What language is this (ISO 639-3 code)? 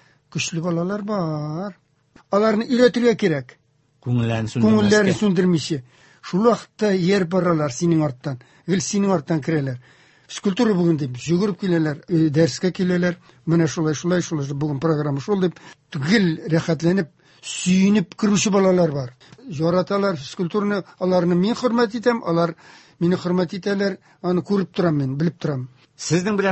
tat